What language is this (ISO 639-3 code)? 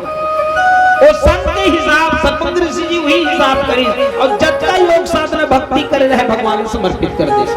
hne